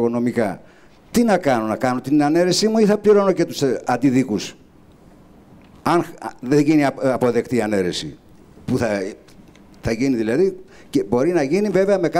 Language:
Greek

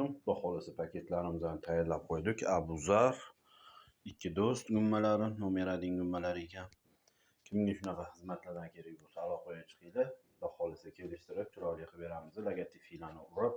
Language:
Uzbek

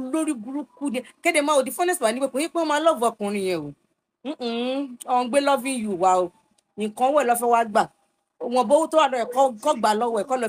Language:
Yoruba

